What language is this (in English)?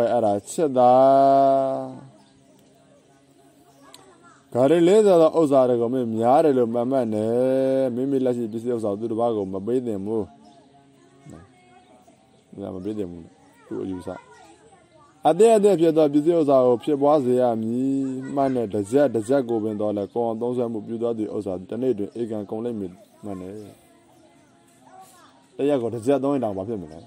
Burmese